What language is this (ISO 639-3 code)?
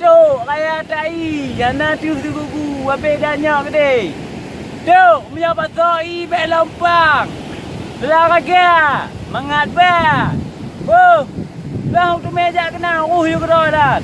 ace